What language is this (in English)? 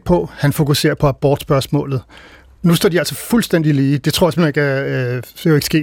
Danish